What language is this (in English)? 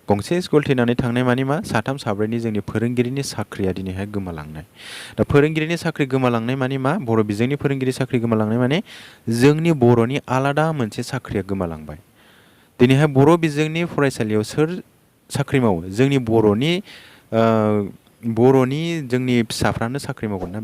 Bodo